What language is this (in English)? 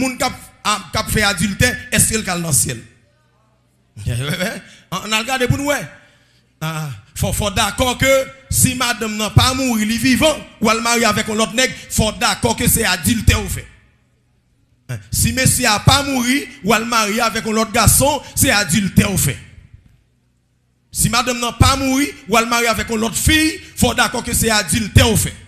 French